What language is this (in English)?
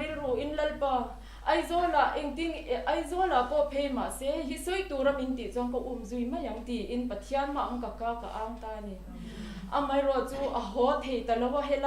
Mizo